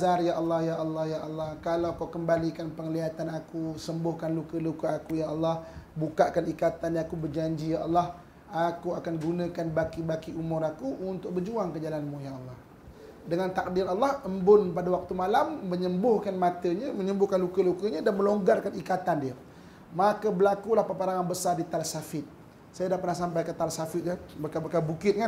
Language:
Malay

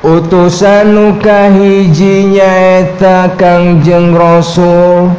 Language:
Sundanese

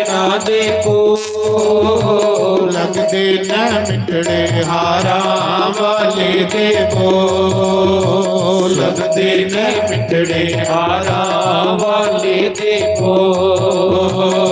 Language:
Dogri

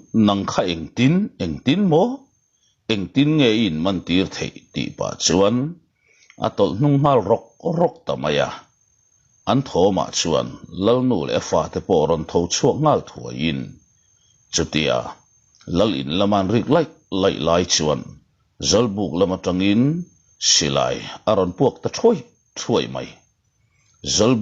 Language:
Mizo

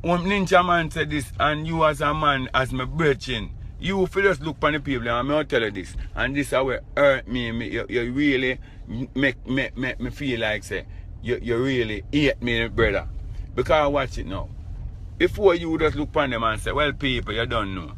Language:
Jamaican Creole English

